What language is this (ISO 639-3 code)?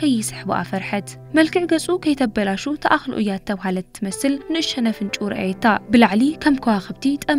tir